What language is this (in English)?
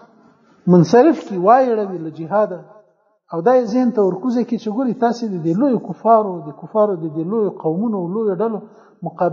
Pashto